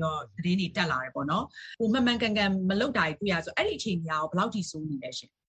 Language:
Burmese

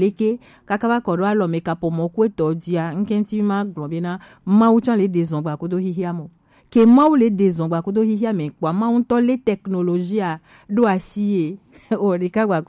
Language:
Gen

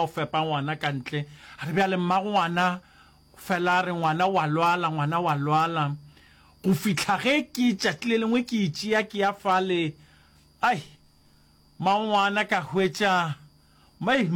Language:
Northern Sotho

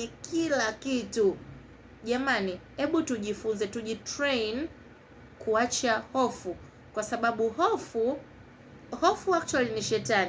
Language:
Swahili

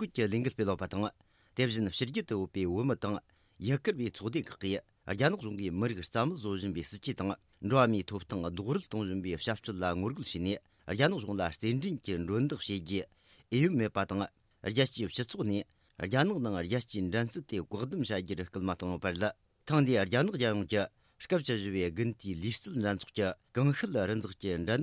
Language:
Tibetan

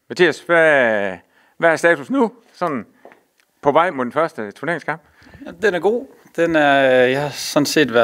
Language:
Danish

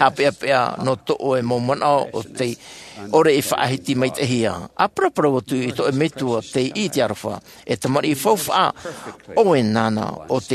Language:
Tahitian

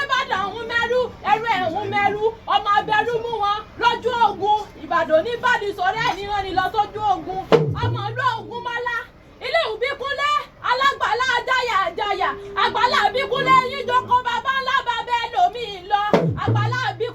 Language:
Yoruba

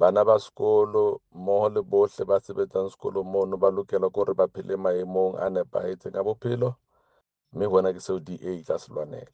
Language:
Southern Sotho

